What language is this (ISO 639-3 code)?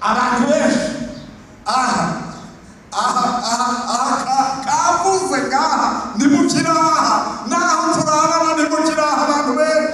run